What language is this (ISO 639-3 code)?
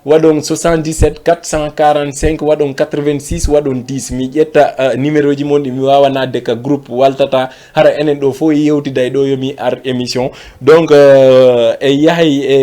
ful